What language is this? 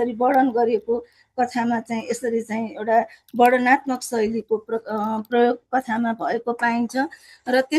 Nepali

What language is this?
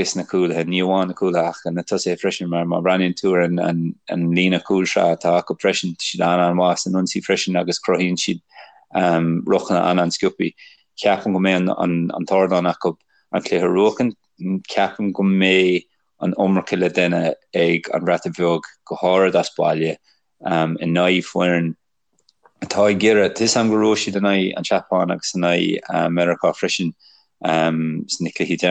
Irish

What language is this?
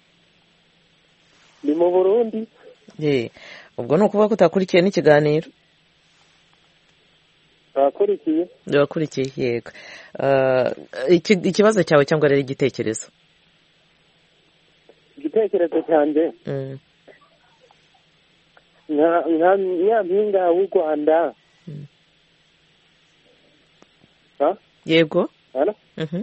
Kinyarwanda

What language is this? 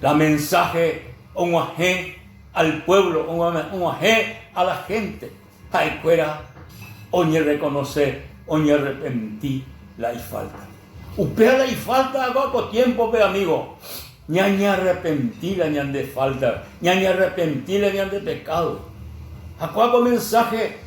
Guarani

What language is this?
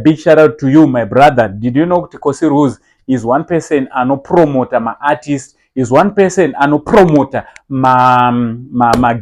Shona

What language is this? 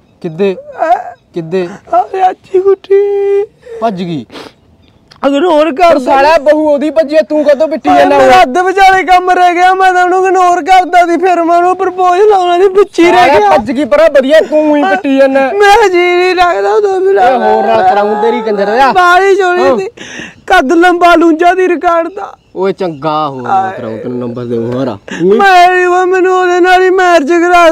Punjabi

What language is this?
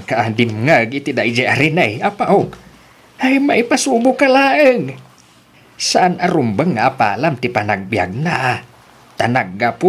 Iloko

